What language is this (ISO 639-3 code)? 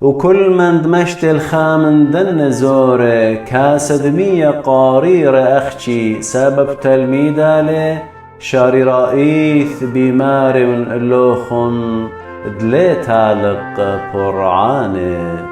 aii